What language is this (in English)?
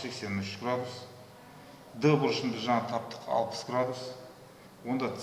Kazakh